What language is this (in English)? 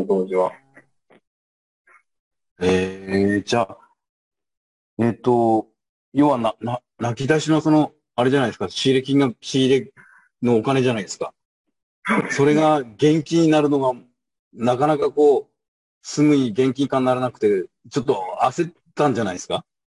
Japanese